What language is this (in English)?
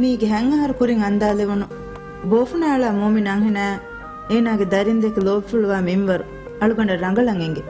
Divehi